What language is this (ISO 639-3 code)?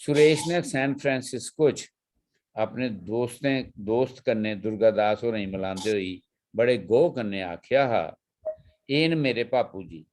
doi